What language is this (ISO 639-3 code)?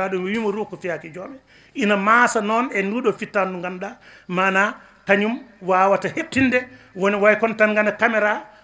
ful